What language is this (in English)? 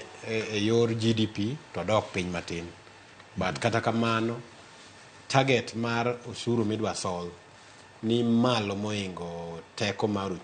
Luo (Kenya and Tanzania)